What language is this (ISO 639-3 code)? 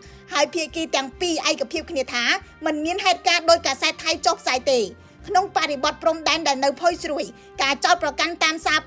khm